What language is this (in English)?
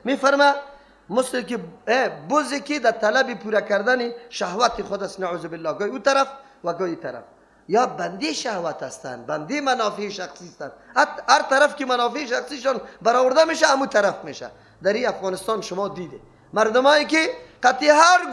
Persian